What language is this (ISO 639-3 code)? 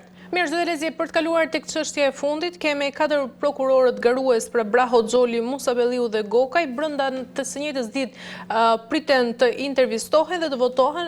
sqi